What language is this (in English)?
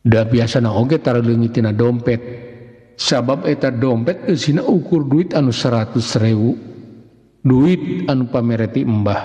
Sundanese